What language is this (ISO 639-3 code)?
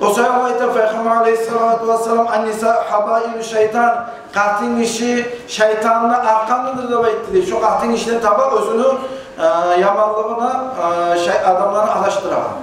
kum